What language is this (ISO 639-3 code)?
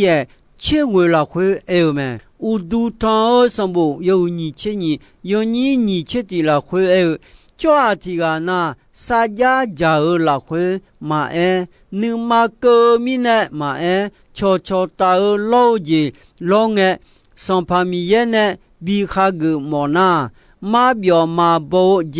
ahk